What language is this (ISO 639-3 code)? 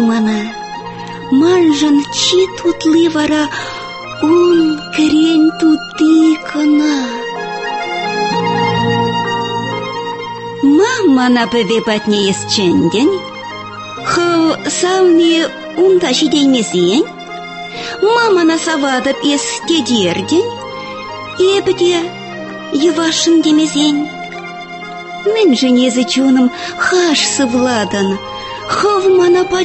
tat